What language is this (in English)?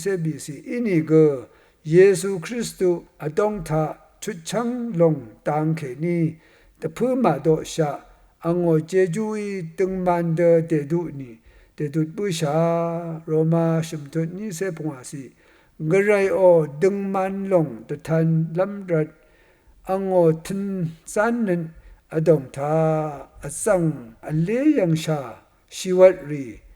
Rawang